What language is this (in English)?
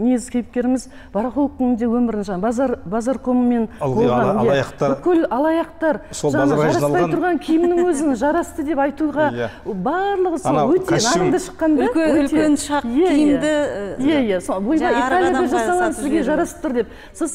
Kazakh